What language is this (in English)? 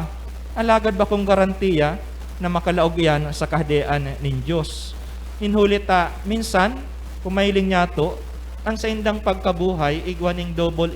Bikol